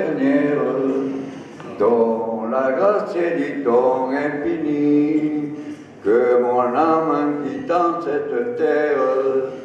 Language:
French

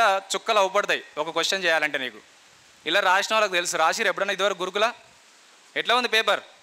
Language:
Telugu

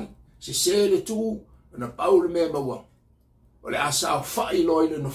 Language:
Samoan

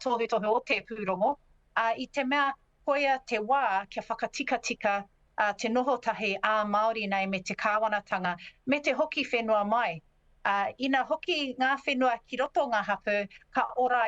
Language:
Māori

